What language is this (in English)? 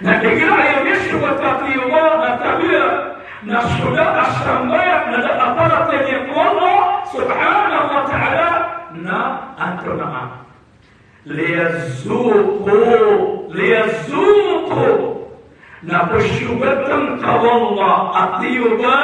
Maranao